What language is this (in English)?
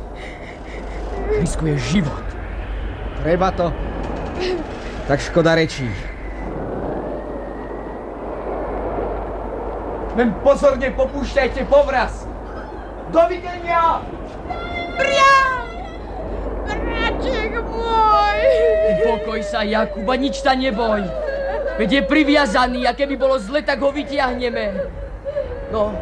Slovak